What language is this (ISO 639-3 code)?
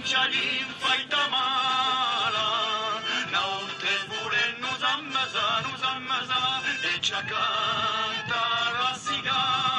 oci